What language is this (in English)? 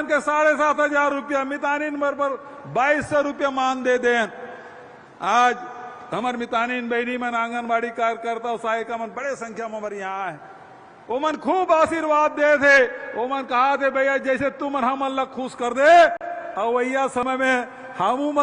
Chhattisgarhi